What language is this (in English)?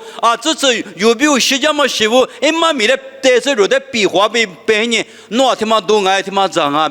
Lisu